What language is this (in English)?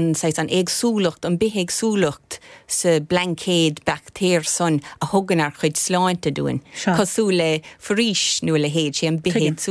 Irish